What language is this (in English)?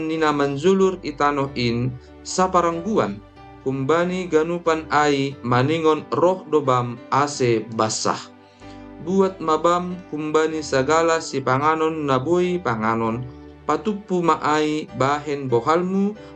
Batak Simalungun